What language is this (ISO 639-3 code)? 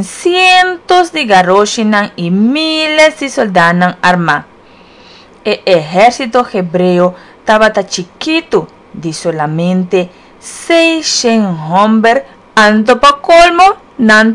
pap